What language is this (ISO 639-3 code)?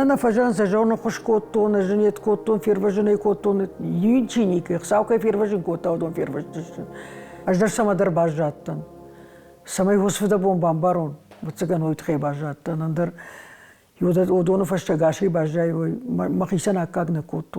oss